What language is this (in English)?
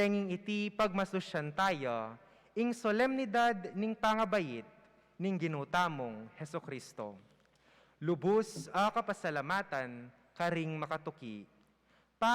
Pampanga